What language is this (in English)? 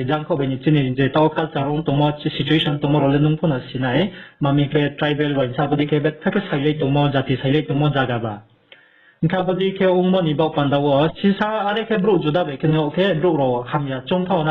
Riang (India)